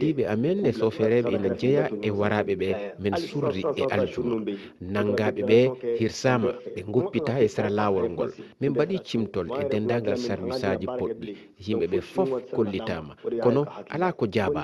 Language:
Fula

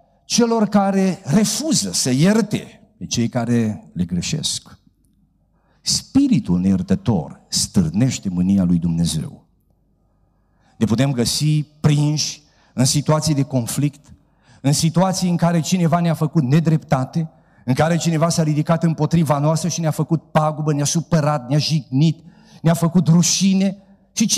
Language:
Romanian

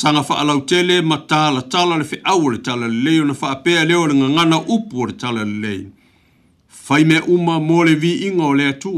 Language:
Samoan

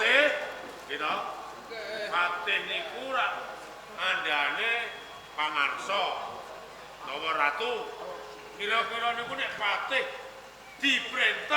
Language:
Javanese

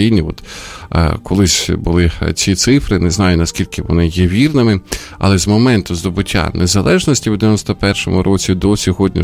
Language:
Ukrainian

